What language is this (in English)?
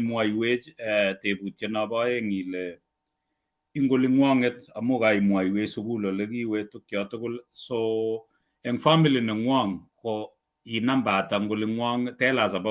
Kalenjin